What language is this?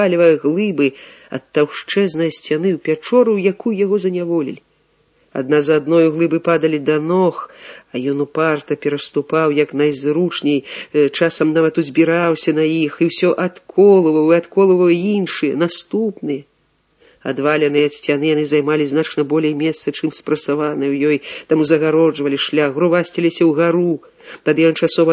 Belarusian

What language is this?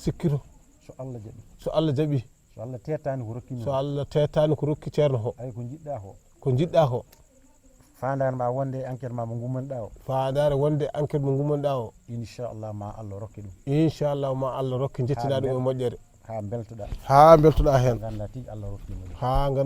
Fula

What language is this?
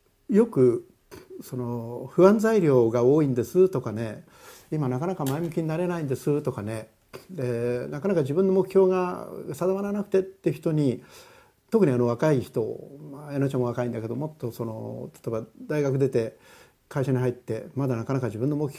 Japanese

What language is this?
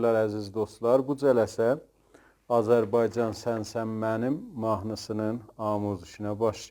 South Azerbaijani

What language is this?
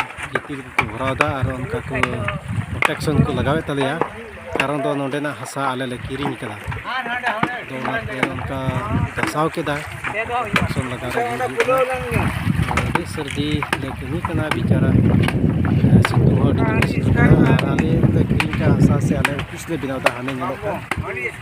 Santali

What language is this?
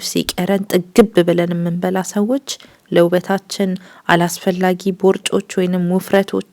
Amharic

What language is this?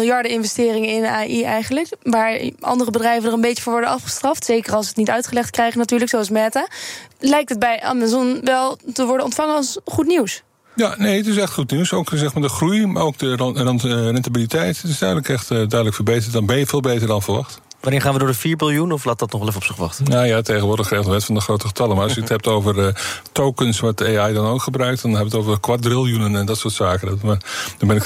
Dutch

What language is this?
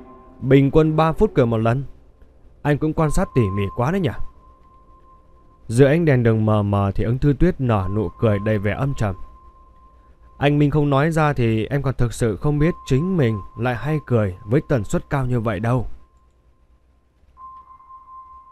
Vietnamese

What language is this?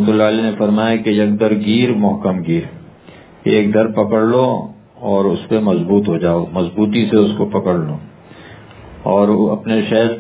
Urdu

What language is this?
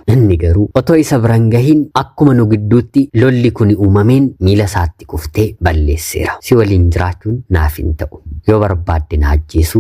Oromo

